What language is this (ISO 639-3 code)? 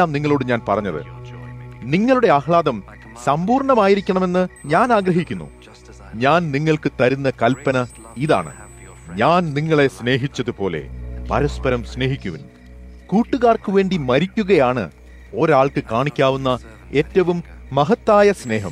mal